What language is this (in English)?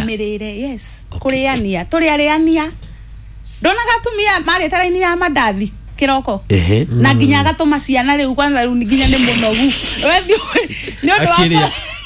Kikuyu